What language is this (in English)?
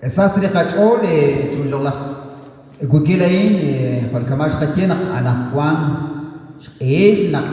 Kekchí